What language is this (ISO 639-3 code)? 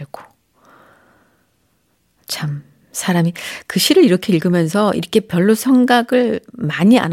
kor